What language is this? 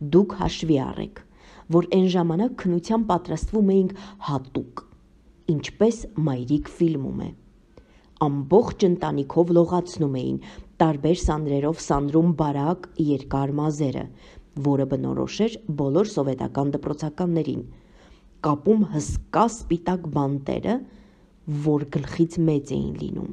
Armenian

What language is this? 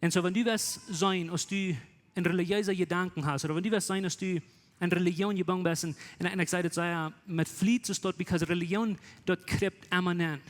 Plautdietsch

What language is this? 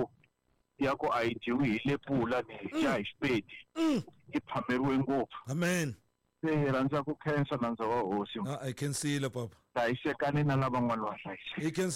Tsonga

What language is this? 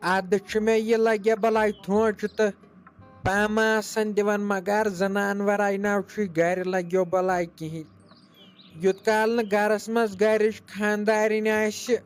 Kashmiri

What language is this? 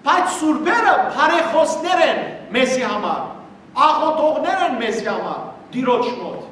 Western Armenian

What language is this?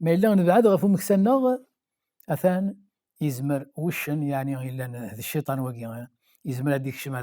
Kabyle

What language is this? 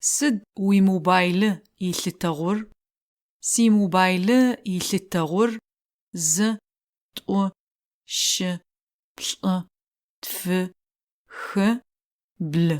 Adyghe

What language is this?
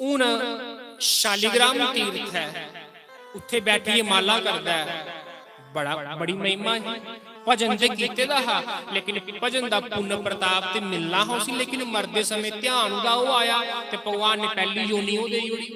Dogri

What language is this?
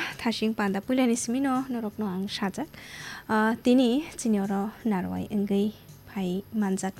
Kok Borok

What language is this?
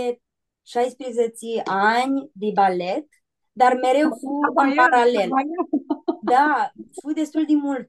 Aromanian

